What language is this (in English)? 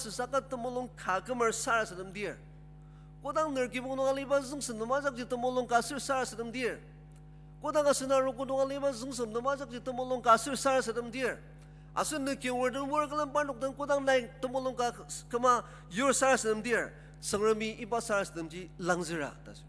Ao Naga